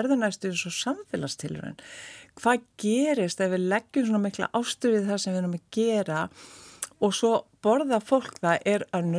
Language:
Icelandic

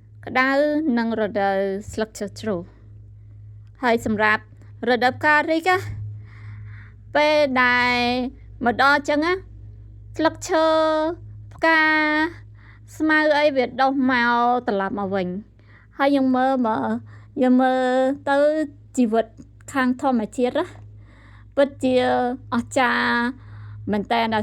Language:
Khmer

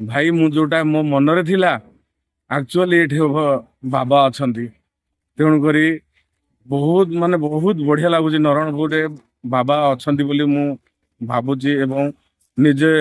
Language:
Odia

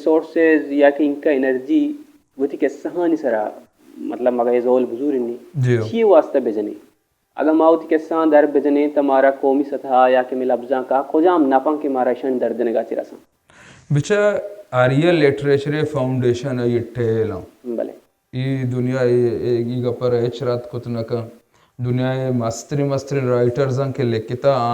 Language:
Baluchi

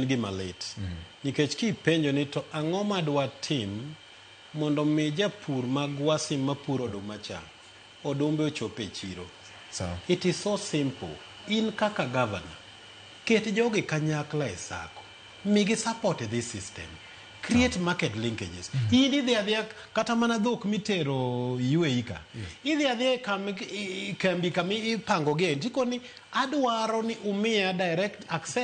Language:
Luo (Kenya and Tanzania)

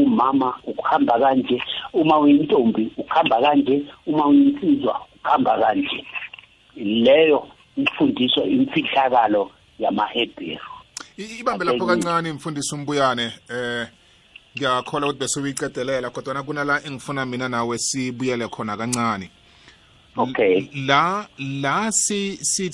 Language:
South Ndebele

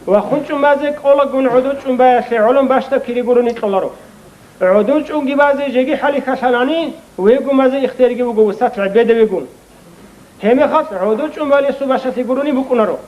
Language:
Avaric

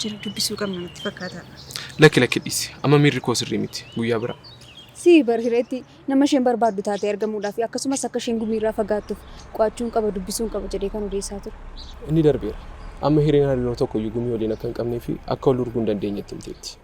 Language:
Oromo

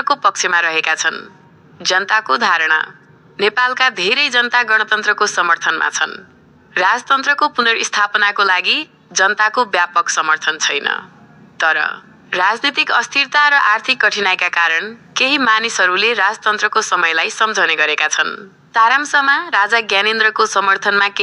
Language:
Nepali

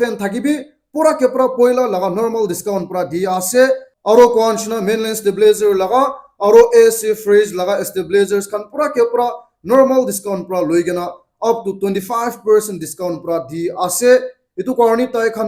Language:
Naga Pidgin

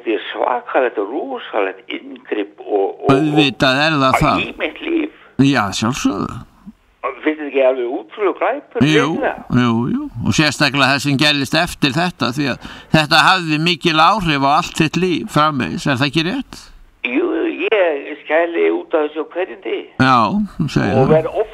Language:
Icelandic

